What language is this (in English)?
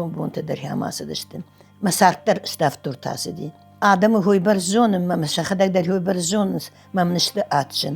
Ossetic